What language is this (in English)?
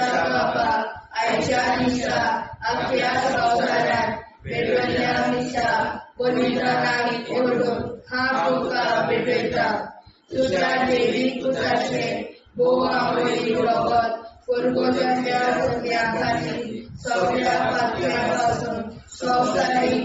Konkani